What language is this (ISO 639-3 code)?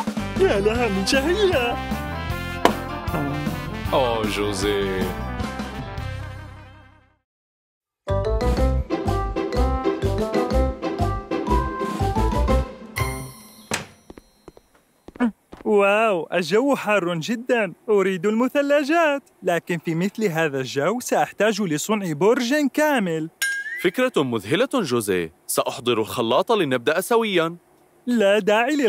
ara